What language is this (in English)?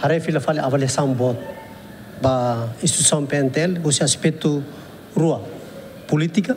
Tetum